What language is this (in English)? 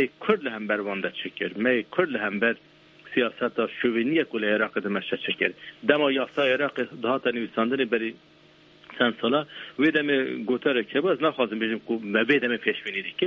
Kurdish